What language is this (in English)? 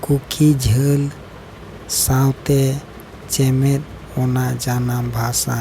Santali